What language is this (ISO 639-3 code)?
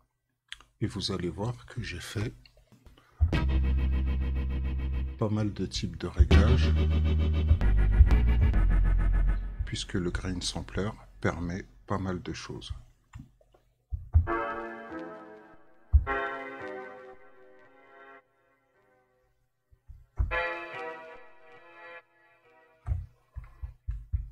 fra